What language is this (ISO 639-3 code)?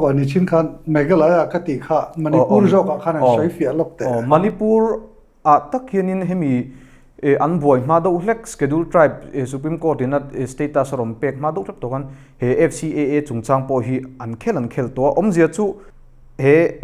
lus